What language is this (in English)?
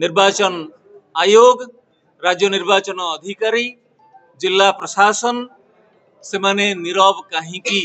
Odia